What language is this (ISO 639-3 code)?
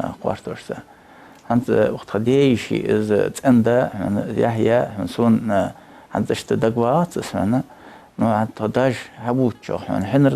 inh